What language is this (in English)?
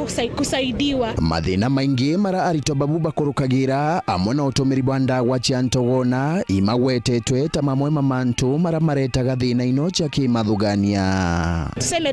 Meru